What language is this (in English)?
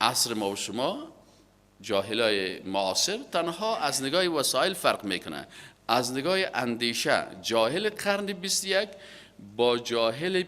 Persian